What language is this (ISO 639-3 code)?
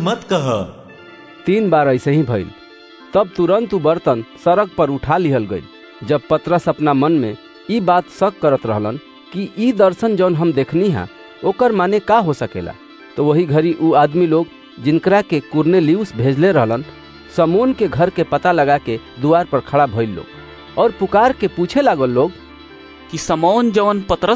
bho